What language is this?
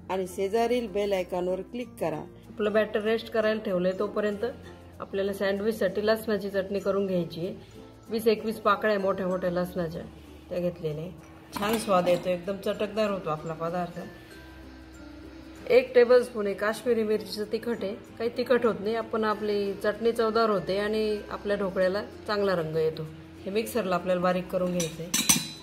Marathi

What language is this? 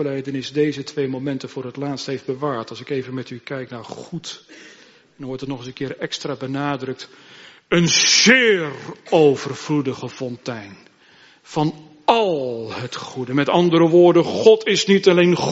Dutch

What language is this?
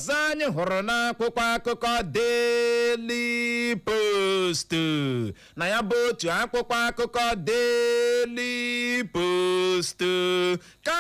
Igbo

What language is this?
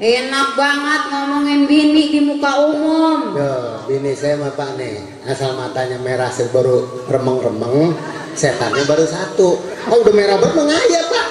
Betawi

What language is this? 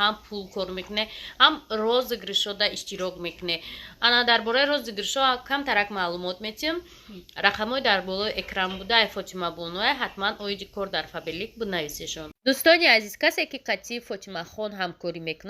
Tajik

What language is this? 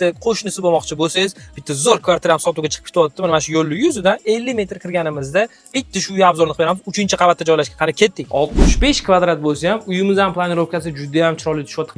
Uzbek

